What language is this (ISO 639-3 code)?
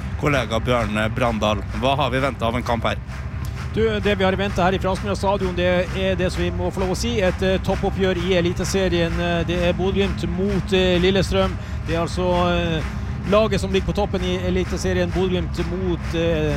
nor